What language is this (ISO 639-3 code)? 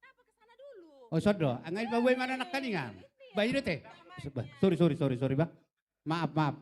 bbc